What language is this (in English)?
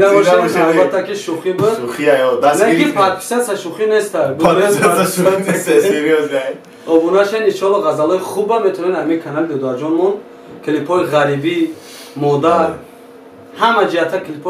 Tajik